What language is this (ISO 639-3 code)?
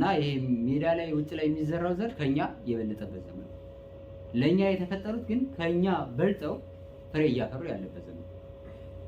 amh